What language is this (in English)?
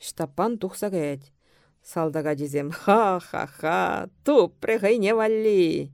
Chuvash